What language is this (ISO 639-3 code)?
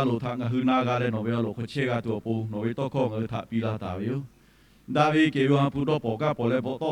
lhu